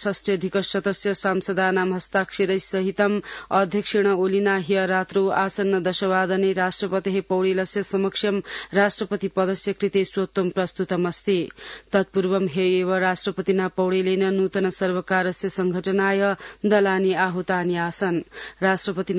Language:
Sanskrit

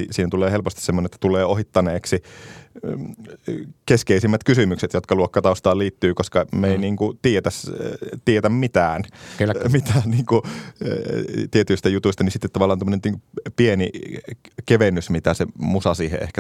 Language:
Finnish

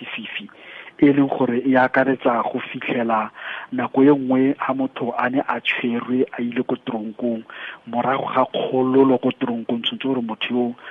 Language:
Tswana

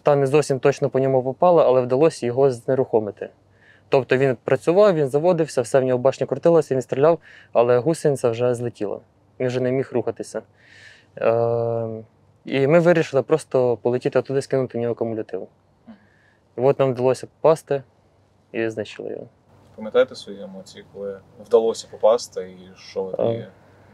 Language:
Ukrainian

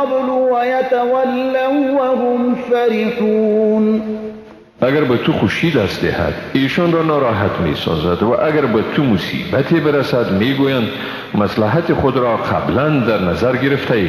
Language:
Persian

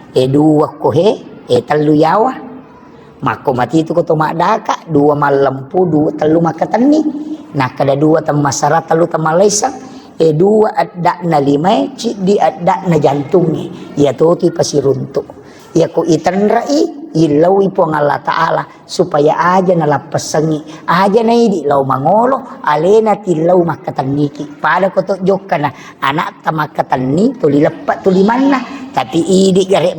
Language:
Buginese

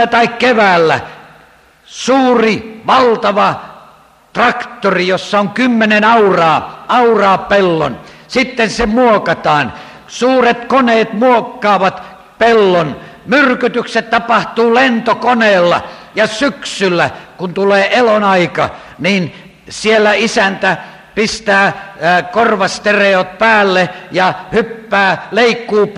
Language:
Finnish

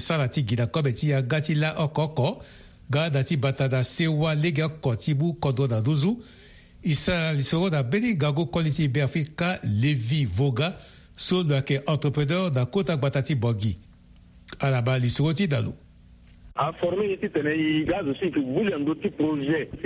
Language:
Sango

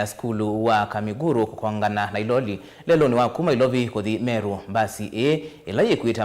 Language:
Kamba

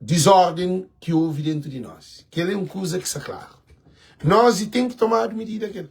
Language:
Kabuverdianu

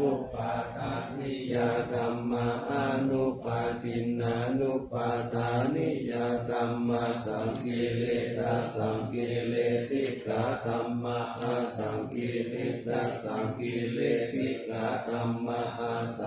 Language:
Pali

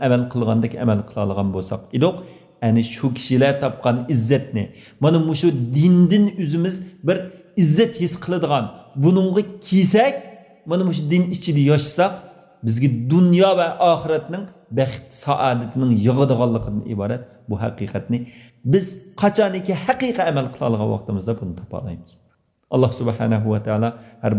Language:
Uyghur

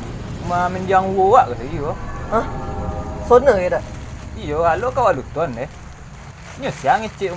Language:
Minangkabau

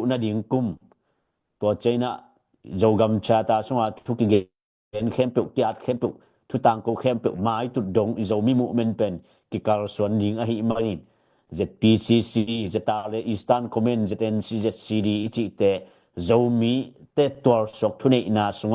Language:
Tedim Chin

